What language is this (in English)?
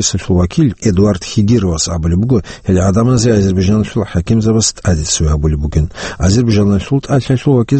Avaric